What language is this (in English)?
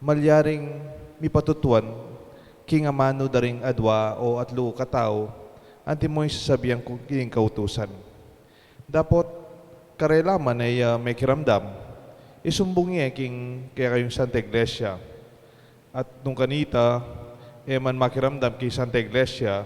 Pampanga